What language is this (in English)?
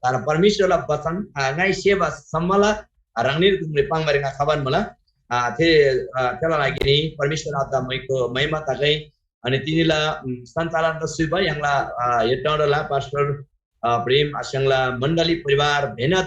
Eastern Tamang